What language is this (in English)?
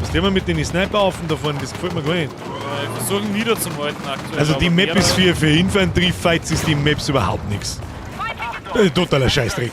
Bavarian